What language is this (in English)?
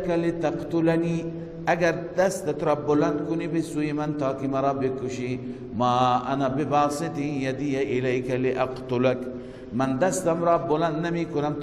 Persian